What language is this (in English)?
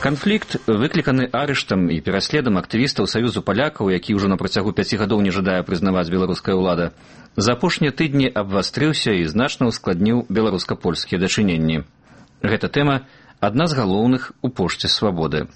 Belarusian